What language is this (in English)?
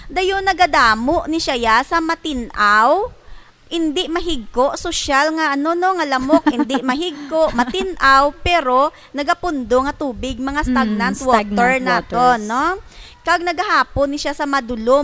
Hiligaynon